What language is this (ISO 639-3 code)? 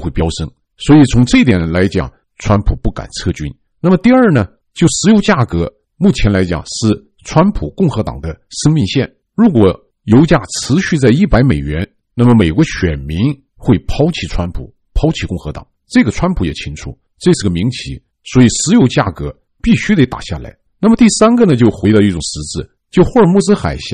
zho